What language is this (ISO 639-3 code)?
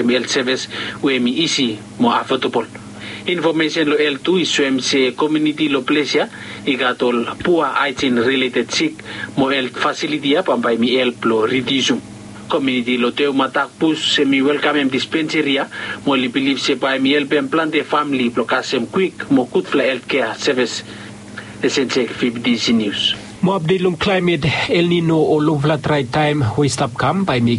bis